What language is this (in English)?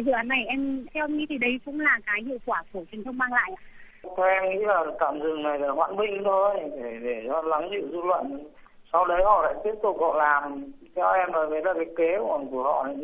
Vietnamese